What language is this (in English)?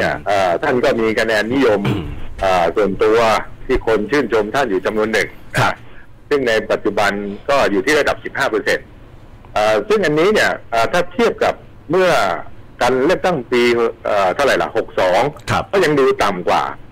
Thai